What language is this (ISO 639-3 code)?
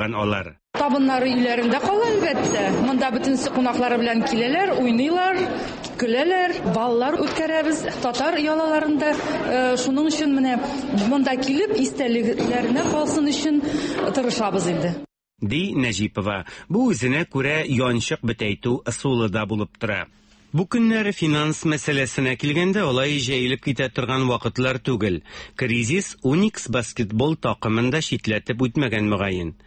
tat